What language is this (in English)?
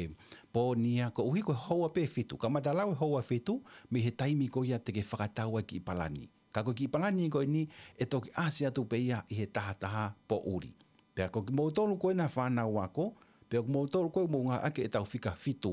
Tongan